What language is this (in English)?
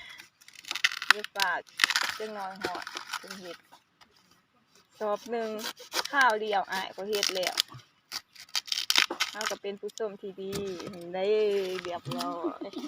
Lao